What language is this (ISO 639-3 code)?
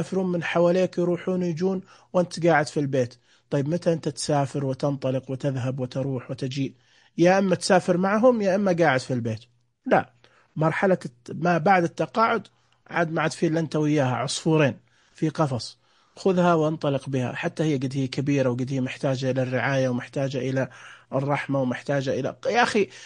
ars